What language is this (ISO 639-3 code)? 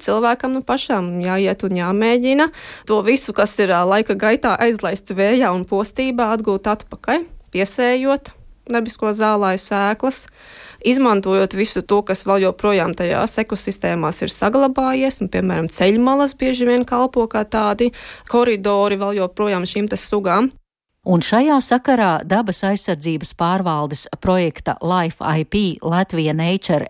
lav